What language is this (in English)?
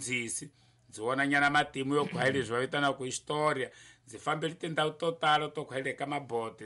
Tsonga